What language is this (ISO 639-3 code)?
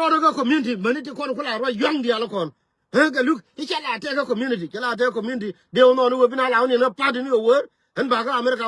nus